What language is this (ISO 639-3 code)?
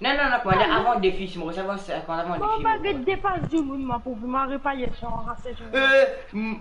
mfe